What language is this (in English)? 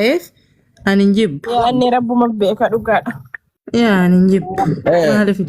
Oromo